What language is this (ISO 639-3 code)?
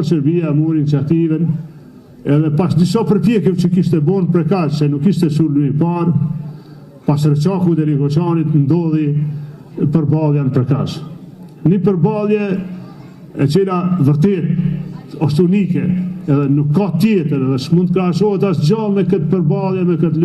sqi